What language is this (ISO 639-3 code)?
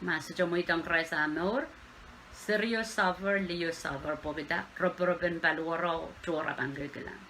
pon